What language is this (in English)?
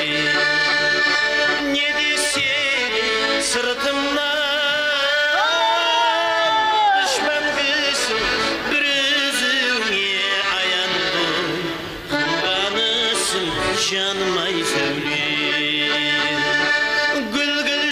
Kazakh